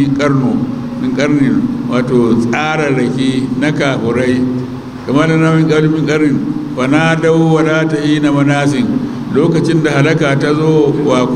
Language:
Hausa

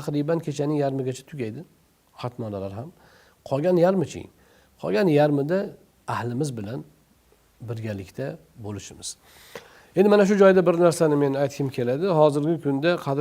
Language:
Uzbek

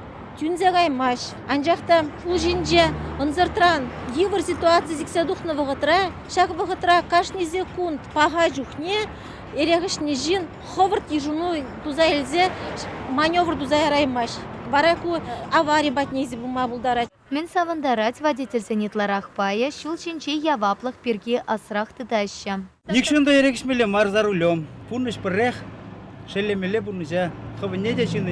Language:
Chuvash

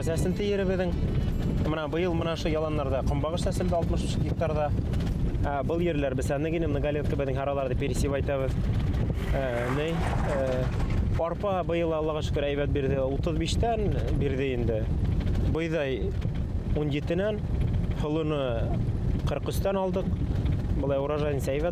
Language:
Bashkir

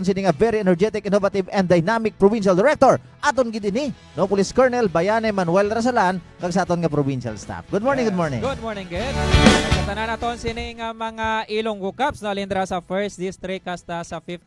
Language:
Hiligaynon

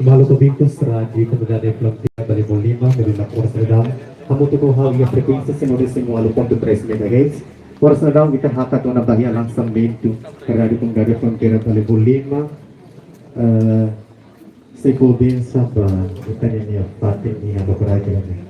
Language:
Tetum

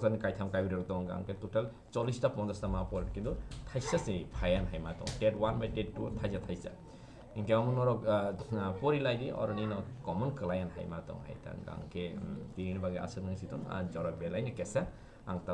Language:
Kok Borok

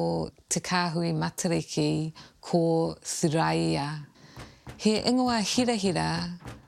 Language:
Māori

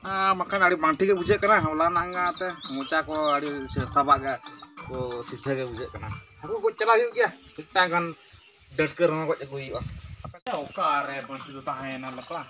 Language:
Santali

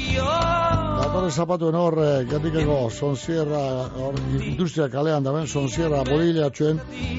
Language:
Basque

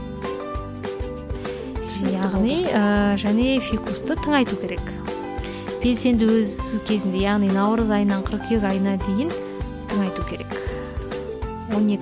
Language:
Kazakh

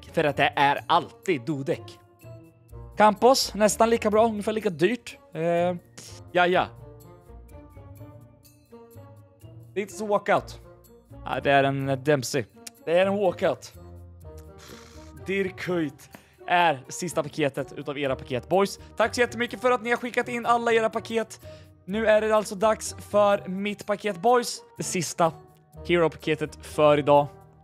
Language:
Swedish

